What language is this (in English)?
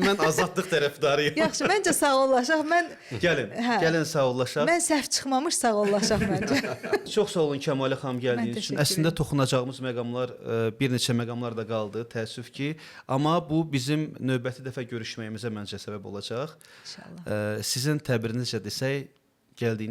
Azerbaijani